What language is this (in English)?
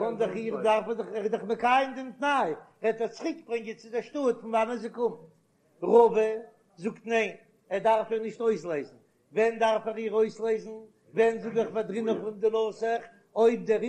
Yiddish